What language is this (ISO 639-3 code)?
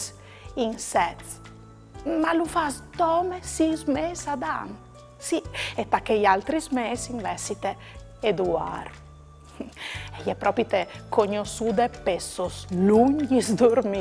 fur